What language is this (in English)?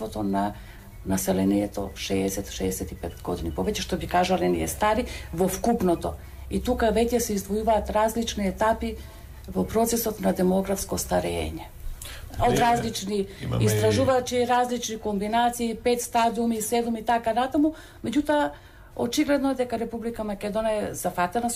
Macedonian